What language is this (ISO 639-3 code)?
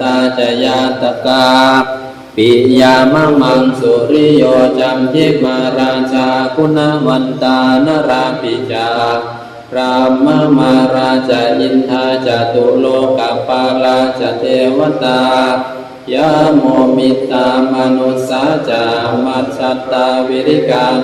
pli